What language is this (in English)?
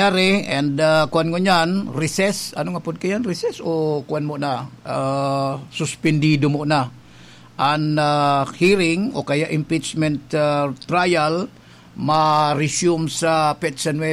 Bikol